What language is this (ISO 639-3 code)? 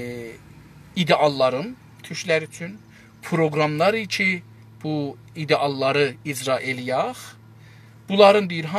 azb